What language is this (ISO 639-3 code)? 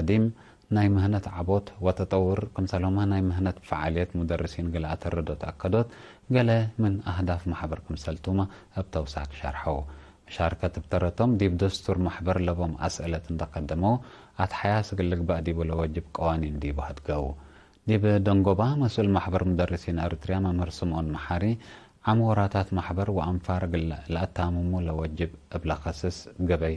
tig